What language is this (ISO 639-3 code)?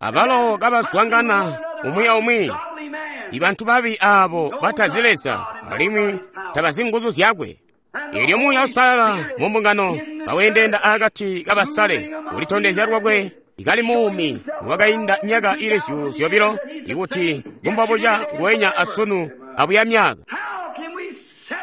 toi